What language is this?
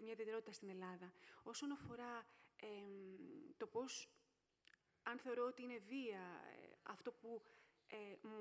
Greek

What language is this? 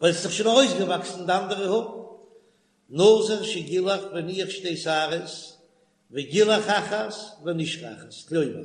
Yiddish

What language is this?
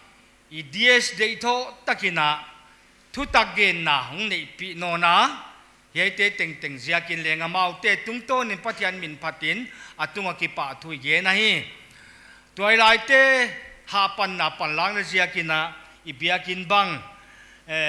Paite Chin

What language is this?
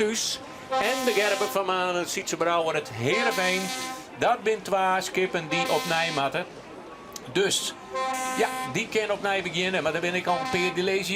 Western Frisian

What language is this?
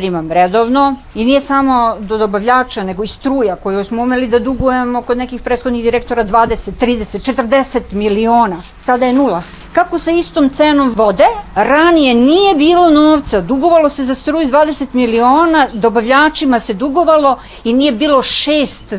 Serbian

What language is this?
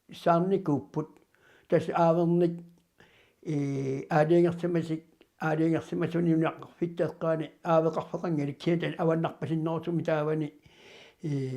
Kalaallisut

